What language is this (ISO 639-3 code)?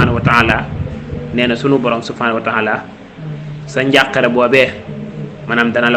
wol